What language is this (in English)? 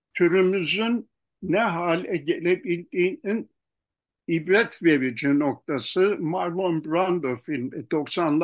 Turkish